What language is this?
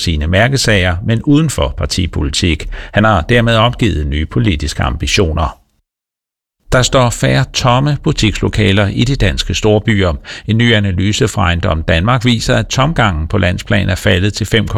Danish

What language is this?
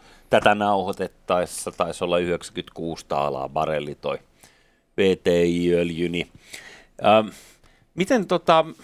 Finnish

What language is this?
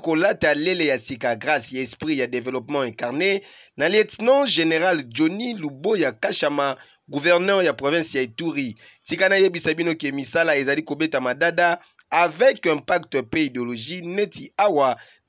Lingala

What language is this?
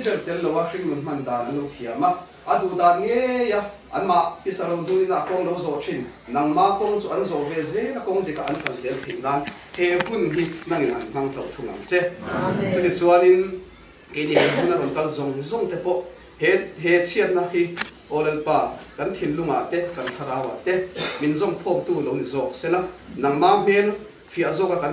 Mizo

